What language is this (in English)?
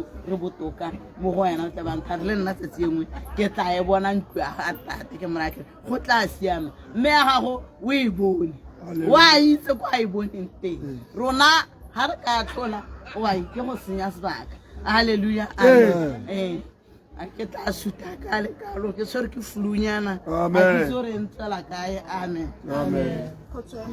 Tswana